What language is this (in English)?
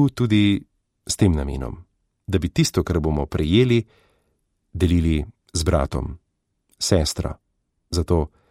Slovenian